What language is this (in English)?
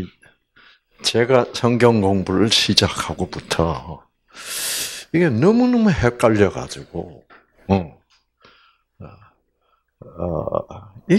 Korean